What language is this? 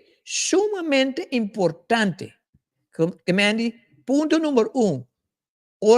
Papiamento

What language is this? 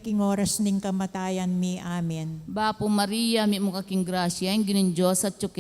Pampanga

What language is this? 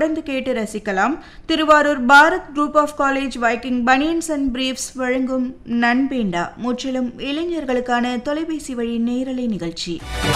Tamil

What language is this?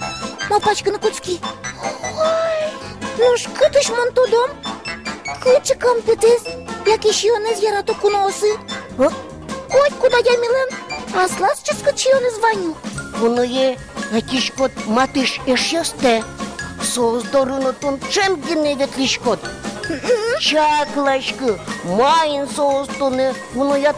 Udmurt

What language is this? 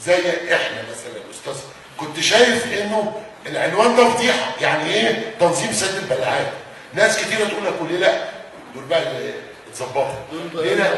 Egyptian Arabic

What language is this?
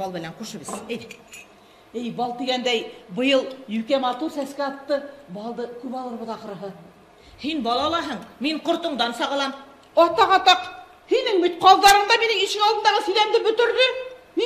Bashkir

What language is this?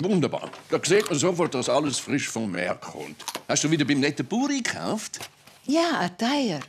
Swiss German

